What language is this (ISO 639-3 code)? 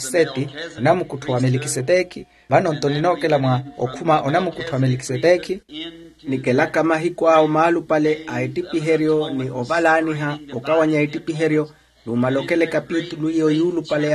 vmw